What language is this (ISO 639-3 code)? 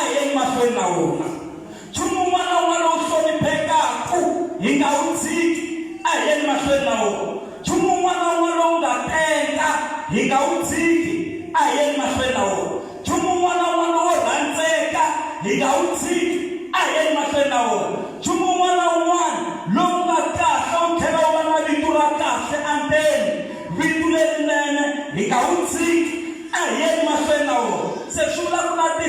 tso